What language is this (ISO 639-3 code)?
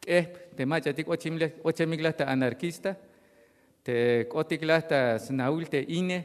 tzh